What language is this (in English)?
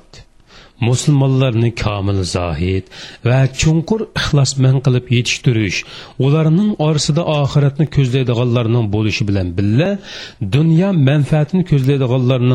Uyghur